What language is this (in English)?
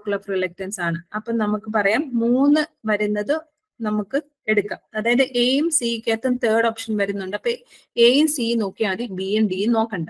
Malayalam